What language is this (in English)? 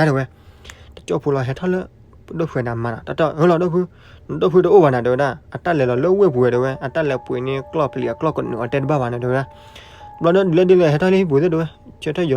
S'gaw Karen